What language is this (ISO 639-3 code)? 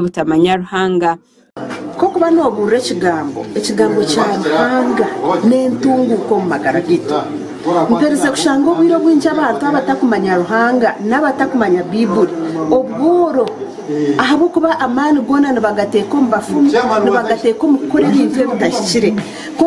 nyn